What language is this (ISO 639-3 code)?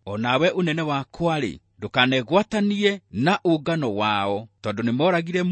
kik